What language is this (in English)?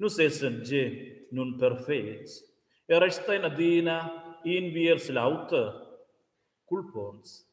Romansh